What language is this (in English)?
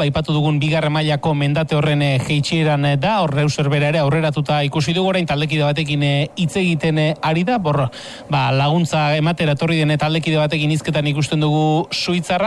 Basque